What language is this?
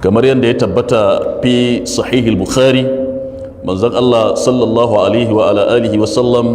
Hausa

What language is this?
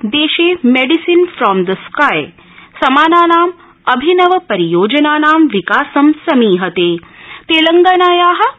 Sanskrit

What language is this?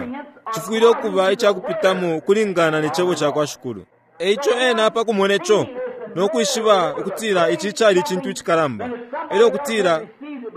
Bemba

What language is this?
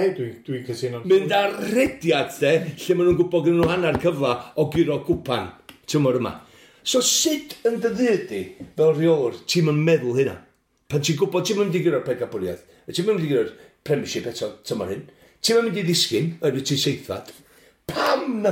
Welsh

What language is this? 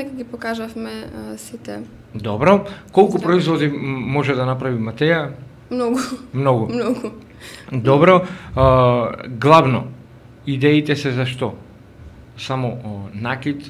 Macedonian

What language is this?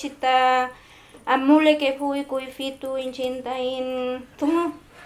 Mapuche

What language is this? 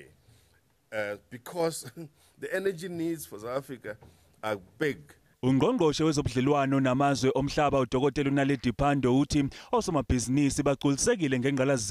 Zulu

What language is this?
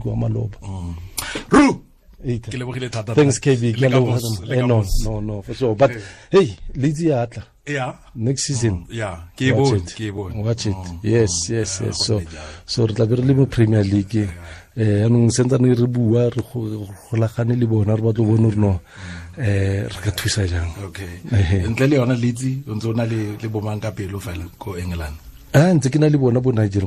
Tswana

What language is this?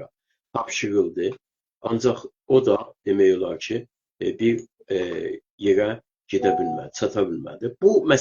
South Azerbaijani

